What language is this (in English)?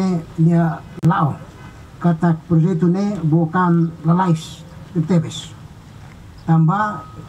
Tetum